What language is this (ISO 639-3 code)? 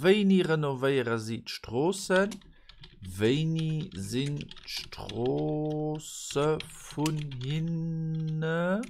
ltz